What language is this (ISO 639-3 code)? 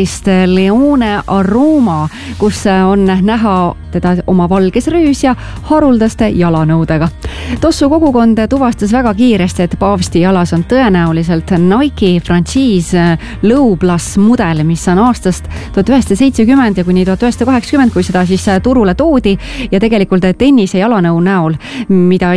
est